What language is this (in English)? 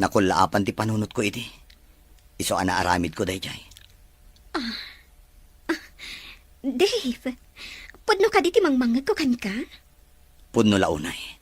Iloko